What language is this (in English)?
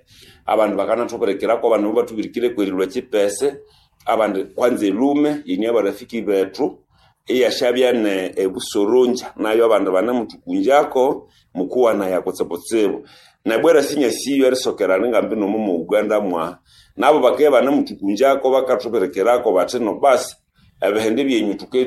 Nande